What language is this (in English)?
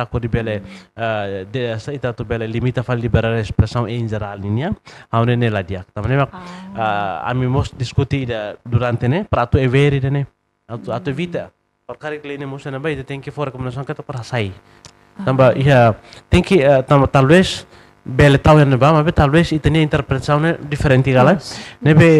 Tetum